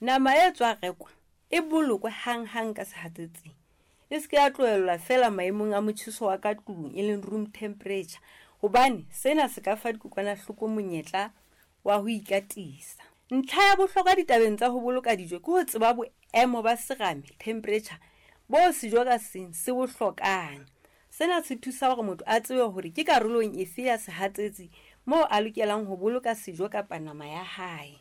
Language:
Southern Sotho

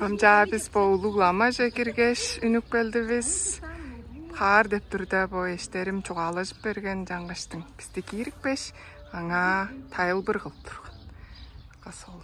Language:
Tuvinian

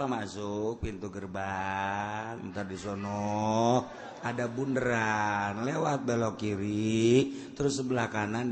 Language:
Sundanese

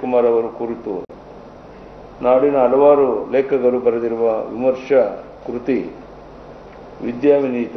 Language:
Kannada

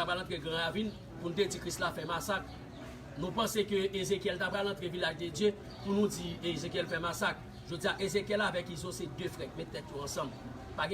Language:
Haitian Creole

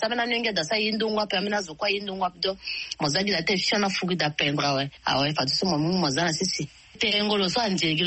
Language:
Sango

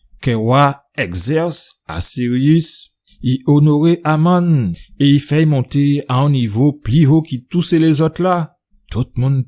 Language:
Guadeloupean Creole French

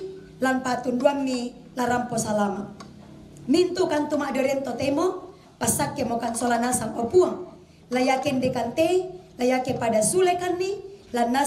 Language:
Toraja-Sa'dan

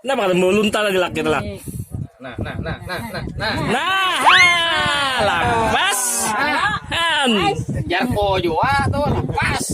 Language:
Banjar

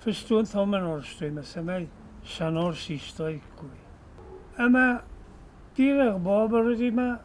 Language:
Ossetic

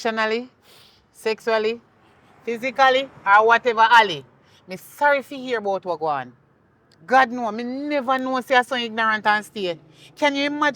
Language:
Jamaican Creole English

